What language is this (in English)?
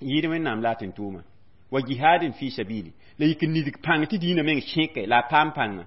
Mossi